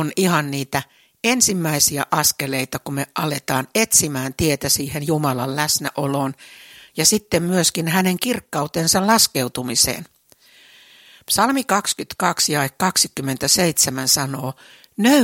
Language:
Finnish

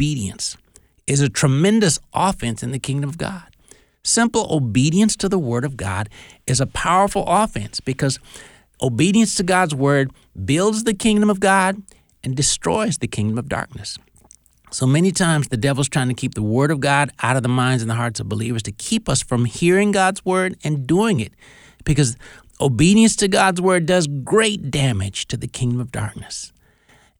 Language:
English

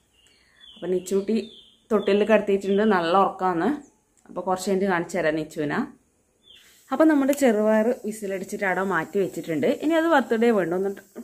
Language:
Malayalam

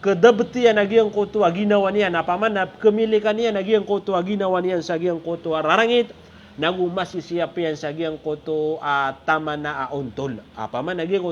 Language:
Maranao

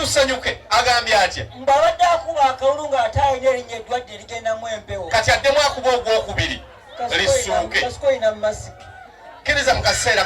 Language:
Ganda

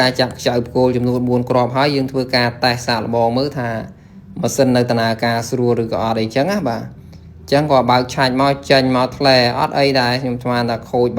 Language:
Khmer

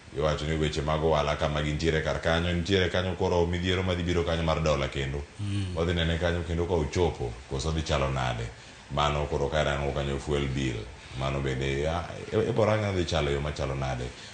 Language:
Luo (Kenya and Tanzania)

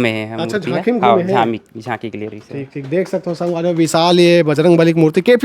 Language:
Chhattisgarhi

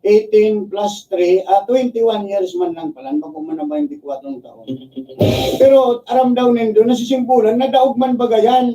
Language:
Bikol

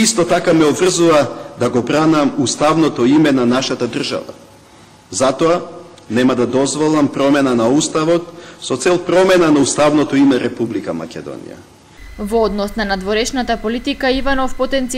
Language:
Macedonian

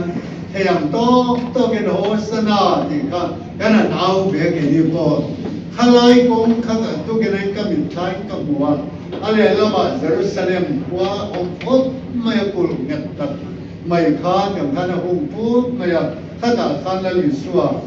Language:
Mizo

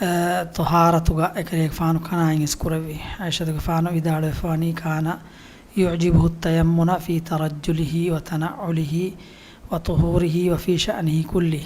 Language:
Divehi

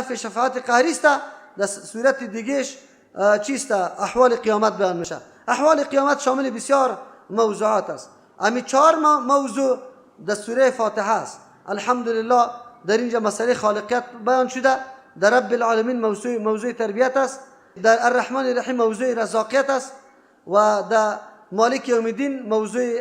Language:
Persian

